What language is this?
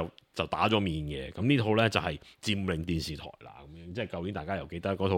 Cantonese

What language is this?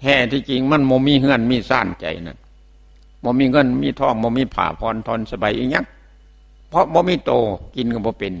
Northeastern Thai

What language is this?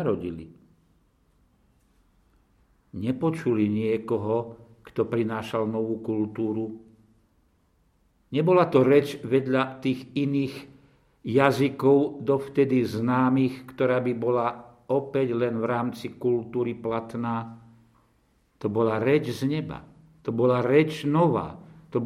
Slovak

